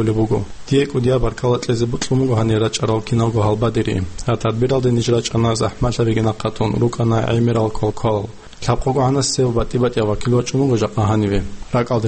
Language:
Avaric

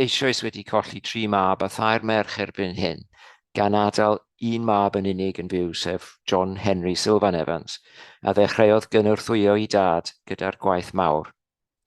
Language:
Welsh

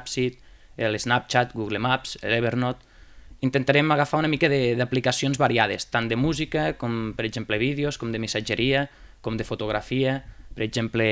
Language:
Catalan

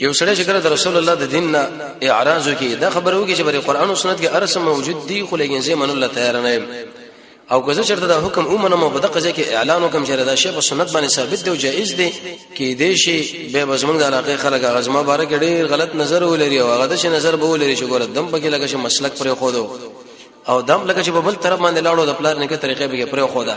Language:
Pashto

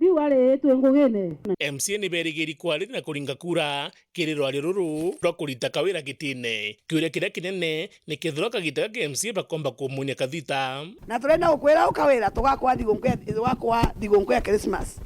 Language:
Meru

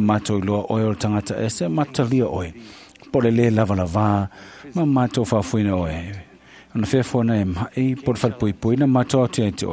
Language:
Samoan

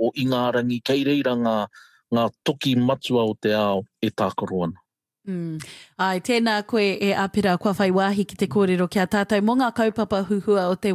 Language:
Māori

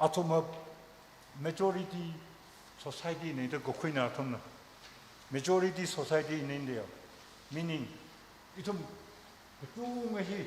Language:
Tangkhul Naga (India)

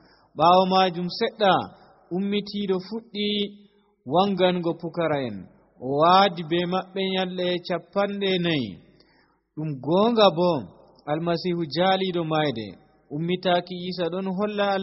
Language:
Nigerian Fulfulde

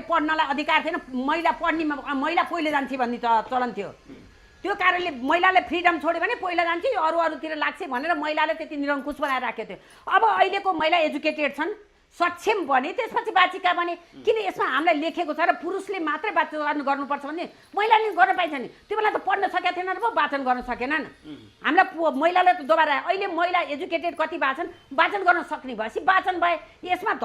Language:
Nepali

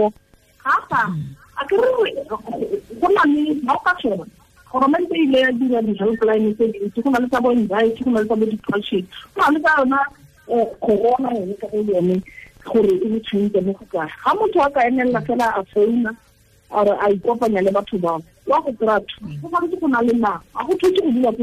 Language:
Tswana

